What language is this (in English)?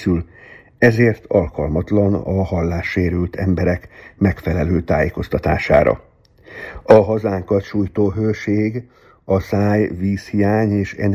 Hungarian